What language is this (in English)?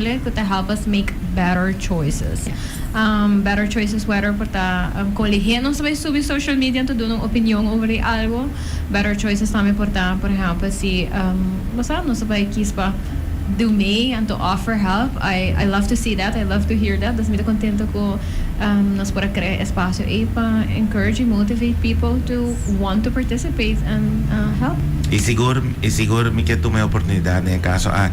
Papiamento